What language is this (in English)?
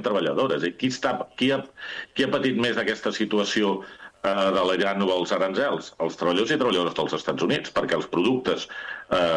Catalan